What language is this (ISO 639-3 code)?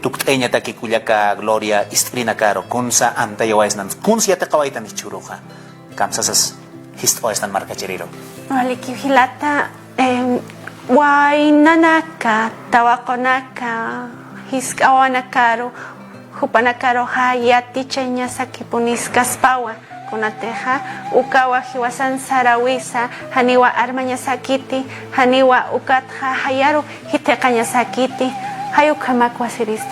aym